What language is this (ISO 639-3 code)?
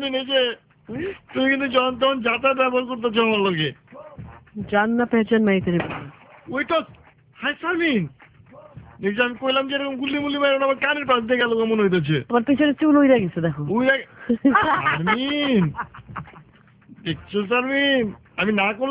ben